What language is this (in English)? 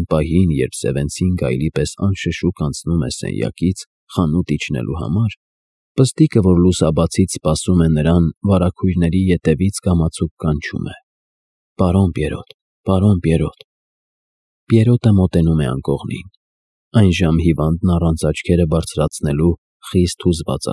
Armenian